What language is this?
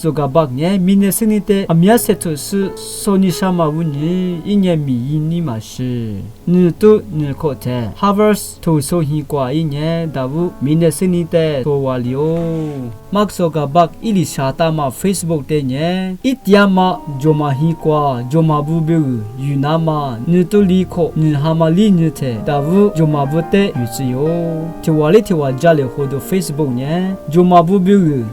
Lisu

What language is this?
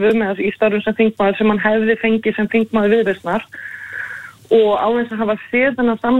Icelandic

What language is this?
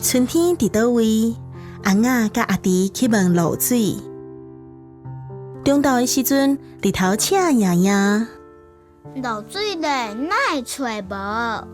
Min Nan Chinese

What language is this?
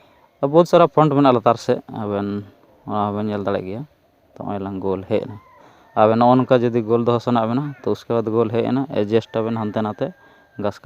Santali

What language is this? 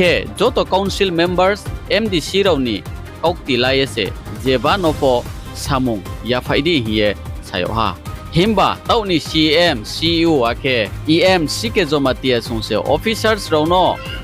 Riang (India)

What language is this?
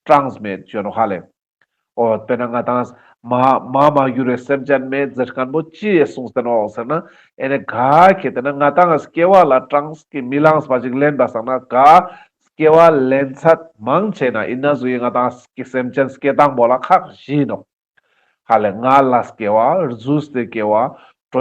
Ladakhi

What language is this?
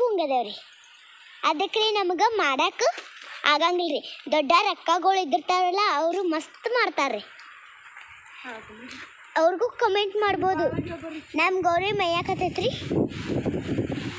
Kannada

